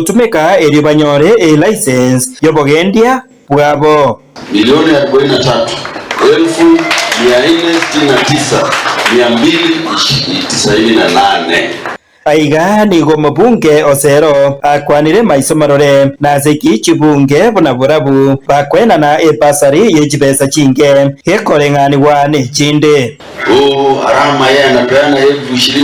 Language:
Gusii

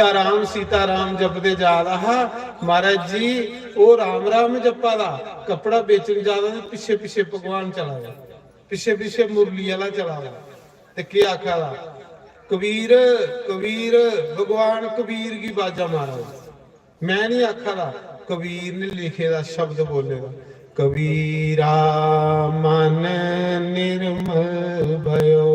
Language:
Dogri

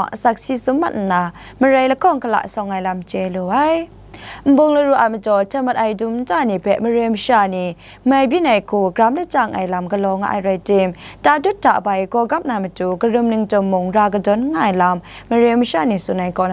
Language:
Kachin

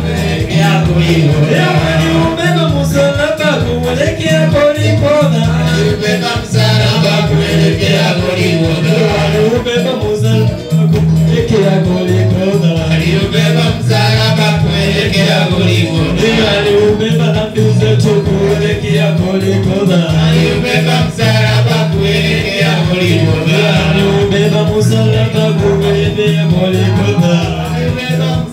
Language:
Swahili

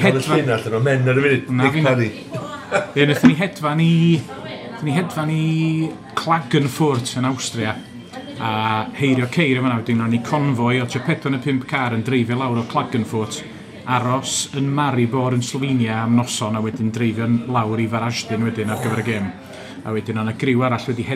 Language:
Welsh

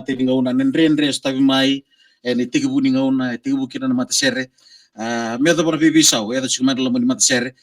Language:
Fijian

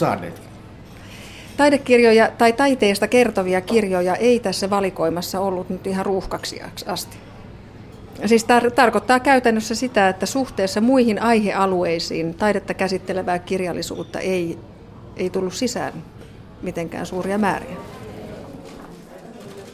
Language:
Finnish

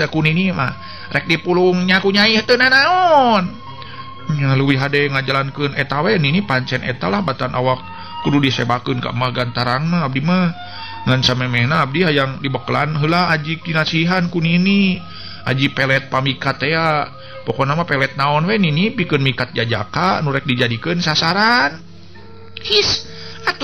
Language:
Sundanese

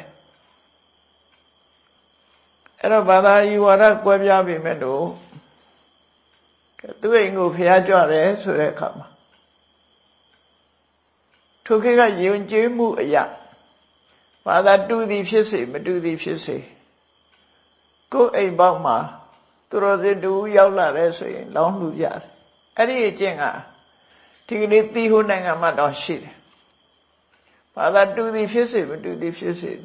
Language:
Burmese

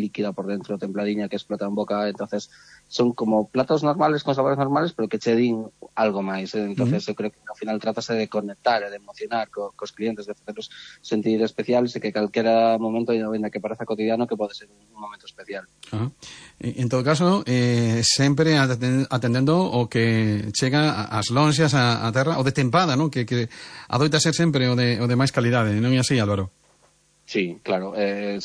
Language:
Galician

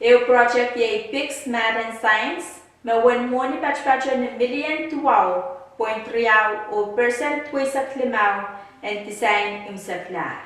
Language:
Pohnpeian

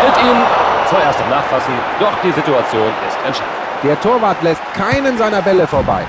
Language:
Bavarian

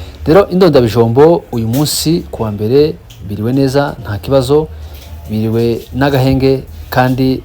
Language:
Kinyarwanda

